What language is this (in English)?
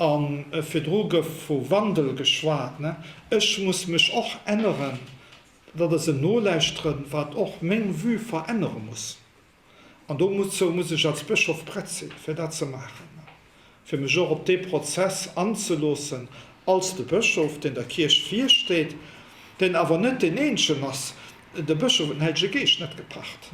Luxembourgish